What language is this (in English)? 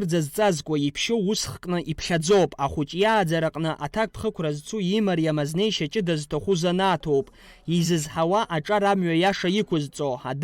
Abkhazian